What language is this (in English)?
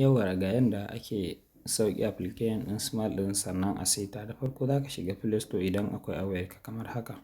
Hausa